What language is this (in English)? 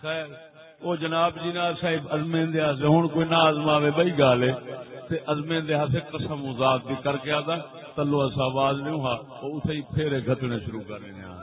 Saraiki